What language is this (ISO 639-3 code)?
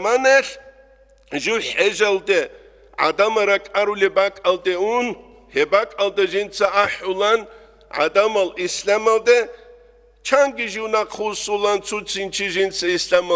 ava